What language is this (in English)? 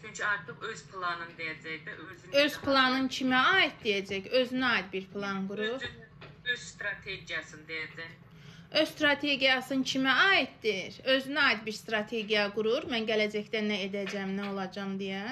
Azerbaijani